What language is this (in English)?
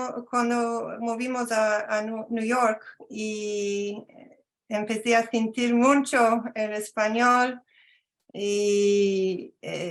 Ladino